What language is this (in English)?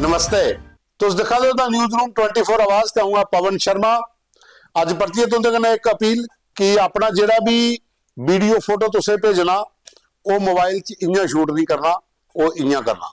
Dogri